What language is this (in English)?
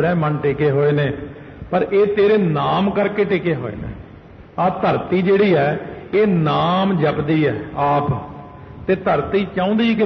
Punjabi